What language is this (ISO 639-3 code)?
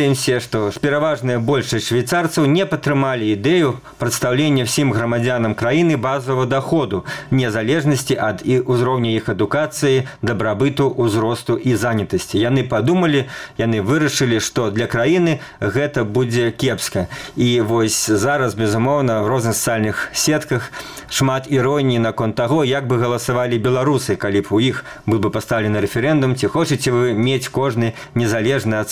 bel